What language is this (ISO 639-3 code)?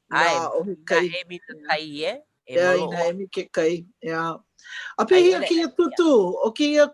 haw